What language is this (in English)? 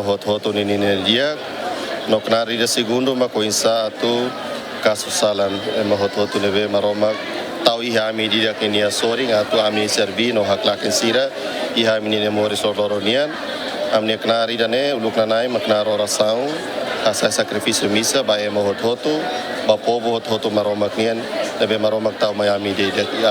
Tetum